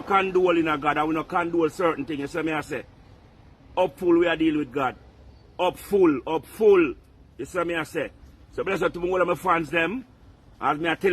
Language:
Jamaican Creole English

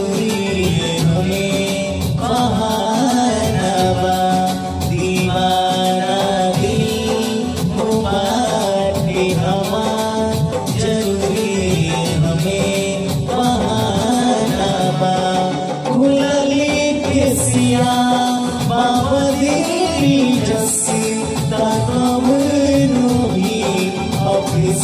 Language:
Bhojpuri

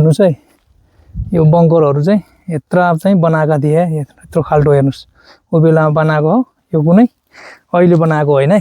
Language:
Nepali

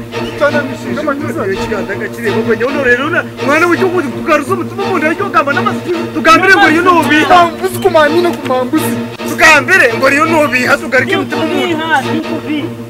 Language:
Nyankole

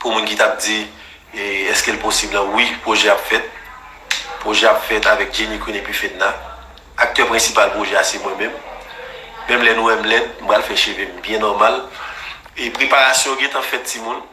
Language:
Haitian Creole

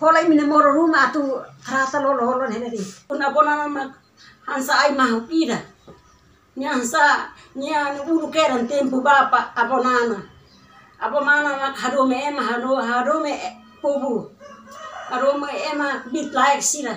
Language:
Tetum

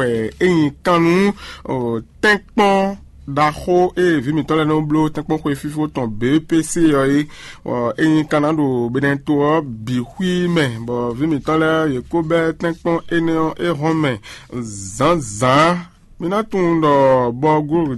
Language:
Fon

